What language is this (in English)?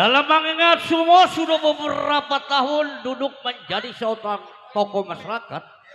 Betawi